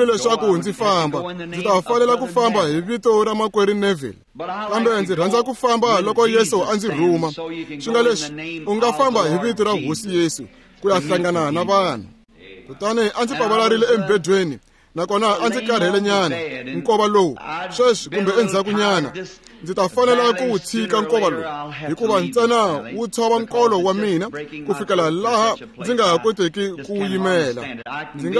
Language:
Tsonga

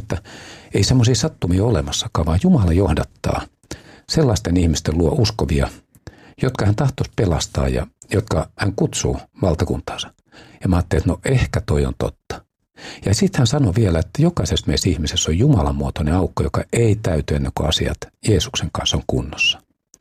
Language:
Finnish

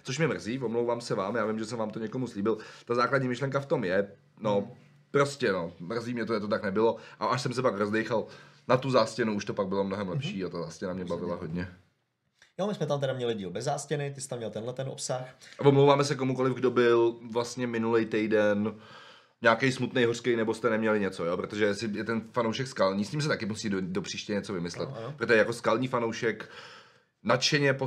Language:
Czech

